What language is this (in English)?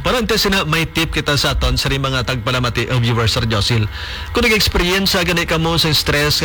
Hiligaynon